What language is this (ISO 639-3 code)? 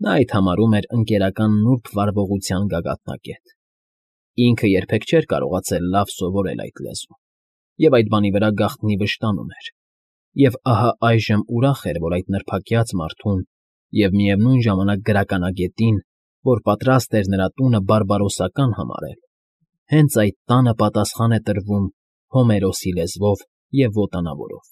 hye